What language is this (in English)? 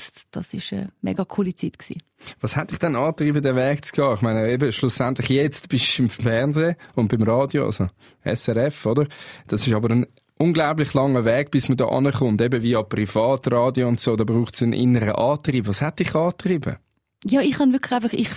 Swiss German